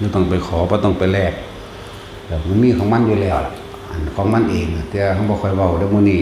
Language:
Northeastern Thai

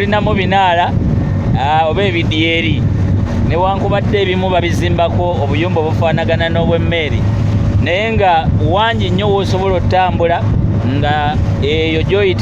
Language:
Ganda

